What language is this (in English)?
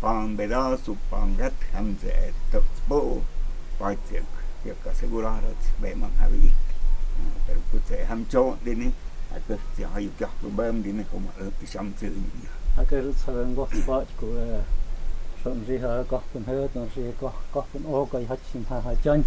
Totontepec Mixe